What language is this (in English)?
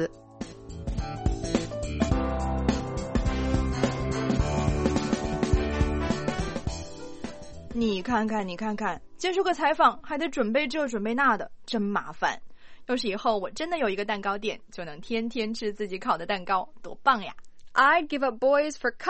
Chinese